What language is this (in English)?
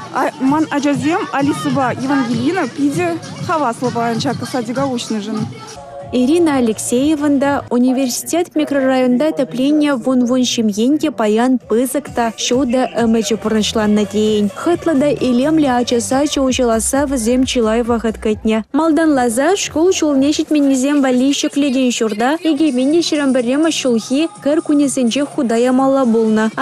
Chuvash